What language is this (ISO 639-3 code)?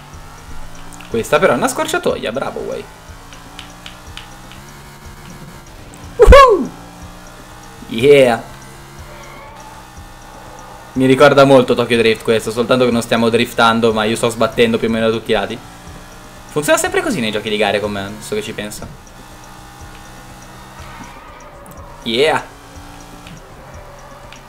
ita